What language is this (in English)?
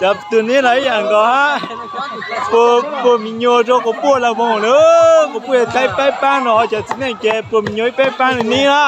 Hmong